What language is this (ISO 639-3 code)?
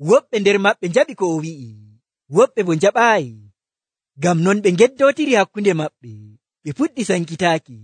fuv